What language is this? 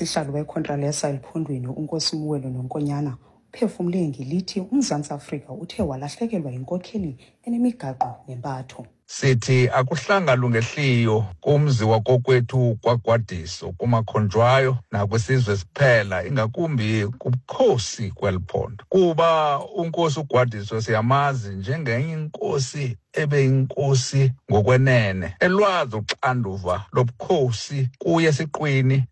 Xhosa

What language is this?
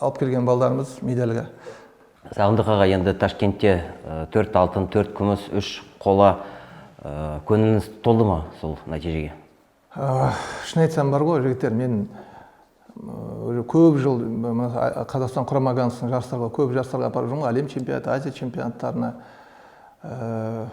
Kazakh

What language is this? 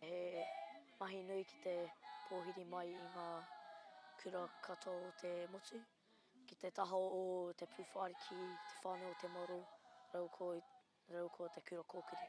Māori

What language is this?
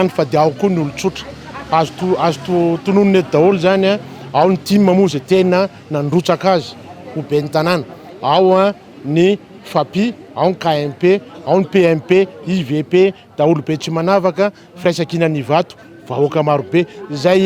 Malagasy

